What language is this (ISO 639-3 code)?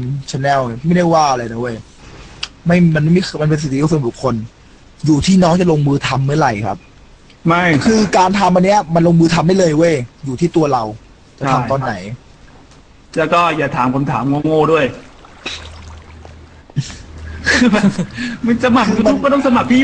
tha